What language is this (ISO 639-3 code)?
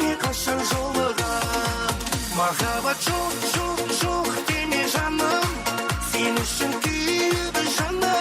kaa